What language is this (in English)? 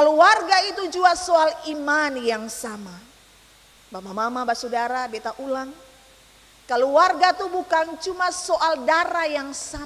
Ambonese Malay